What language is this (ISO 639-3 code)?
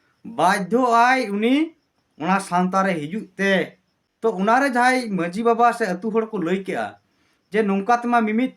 sat